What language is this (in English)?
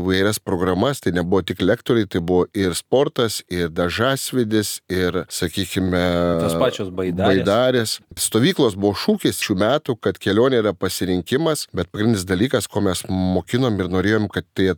Lithuanian